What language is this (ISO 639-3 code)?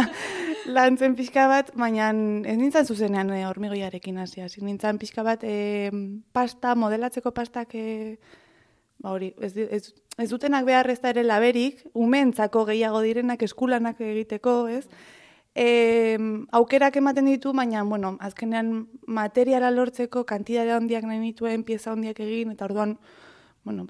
eus